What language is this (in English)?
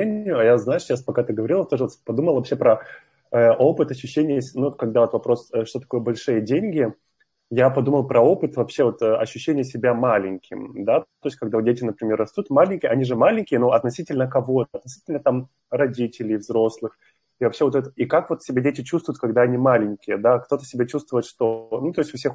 Russian